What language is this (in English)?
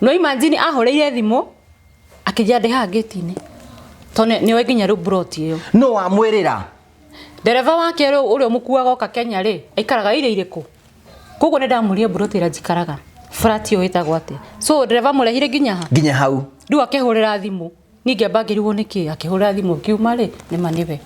Kikuyu